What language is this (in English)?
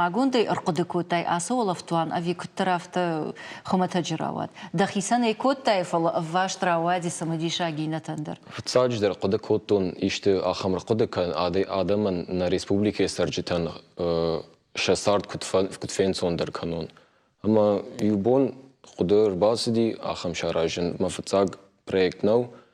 Ossetic